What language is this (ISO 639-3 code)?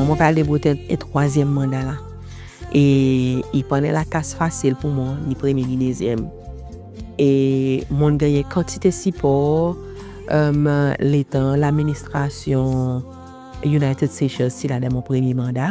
crs